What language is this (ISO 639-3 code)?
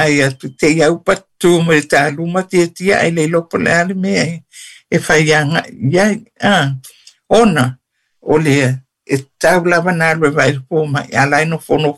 smo